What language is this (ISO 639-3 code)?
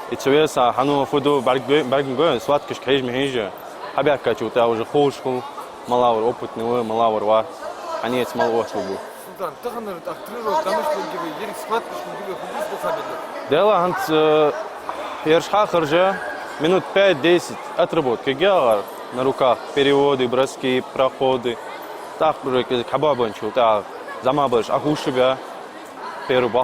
inh